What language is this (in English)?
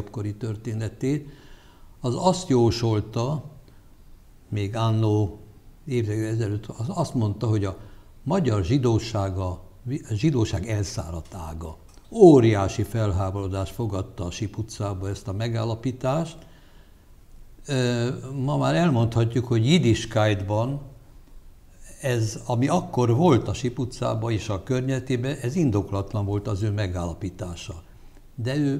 Hungarian